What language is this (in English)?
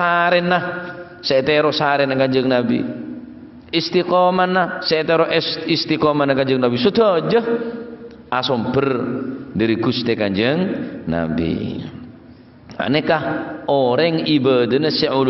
Madurese